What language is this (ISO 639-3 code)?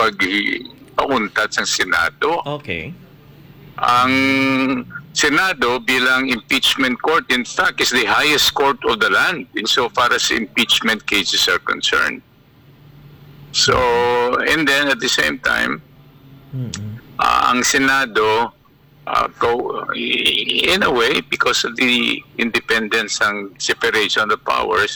fil